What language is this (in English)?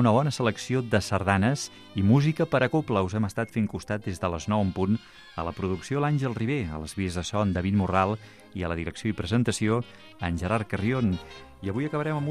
Catalan